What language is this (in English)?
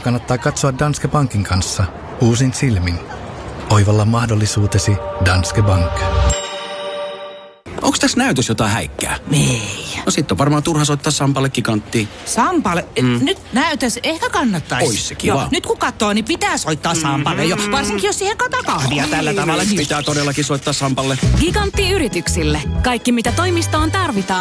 Finnish